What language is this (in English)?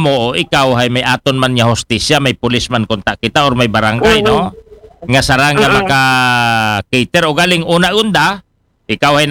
Aklanon